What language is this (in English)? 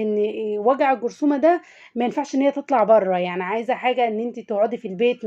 Egyptian Arabic